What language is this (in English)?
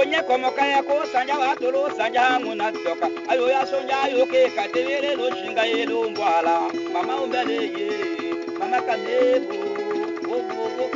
Tetela